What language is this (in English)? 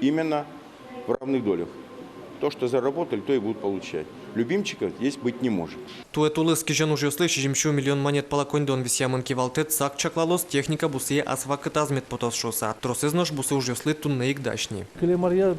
Udmurt